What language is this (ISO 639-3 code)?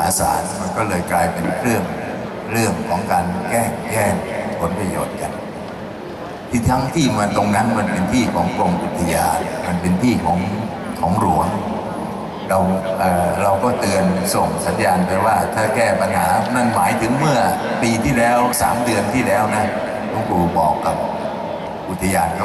tha